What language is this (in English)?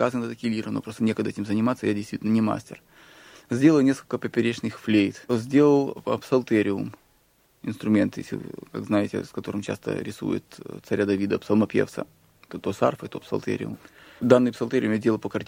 Russian